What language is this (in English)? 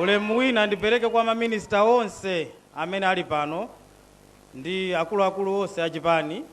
Nyanja